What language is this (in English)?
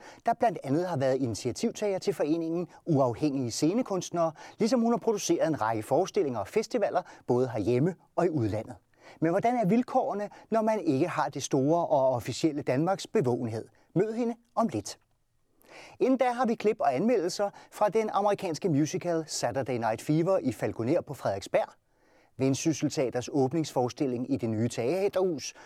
Danish